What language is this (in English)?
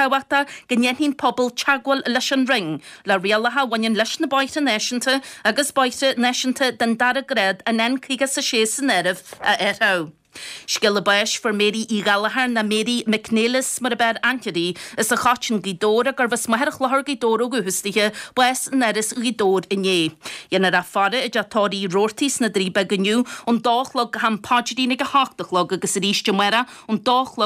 Irish